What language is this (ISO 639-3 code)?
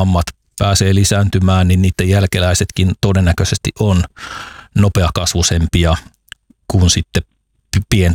fin